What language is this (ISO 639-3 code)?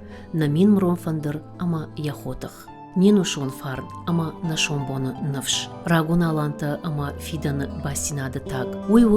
oss